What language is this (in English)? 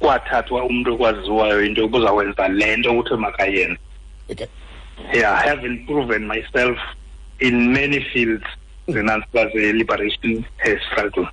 Xhosa